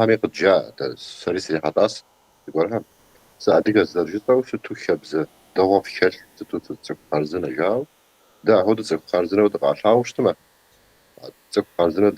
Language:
Kabardian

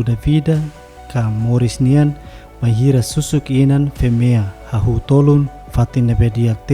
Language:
Tetum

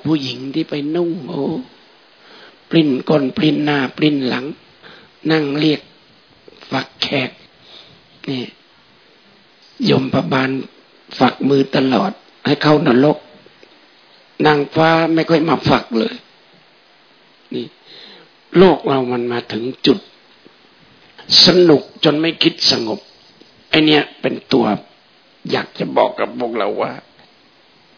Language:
Thai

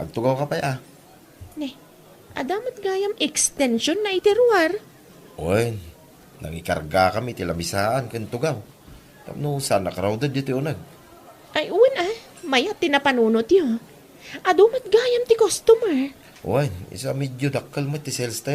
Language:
Iloko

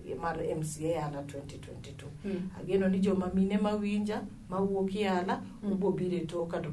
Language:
Luo (Kenya and Tanzania)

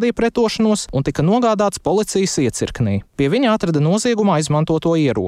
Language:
Latvian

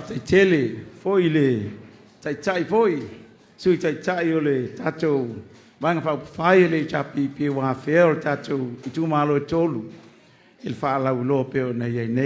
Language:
Samoan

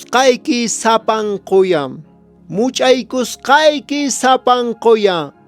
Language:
Quechua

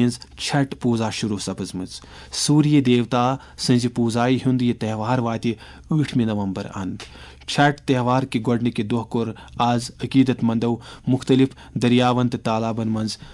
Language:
Kashmiri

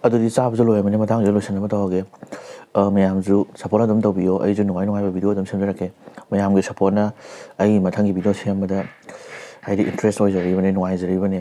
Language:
Manipuri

